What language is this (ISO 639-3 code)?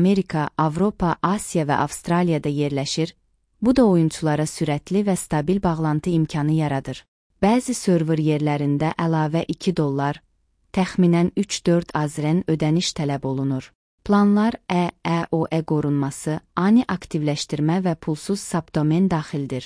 aze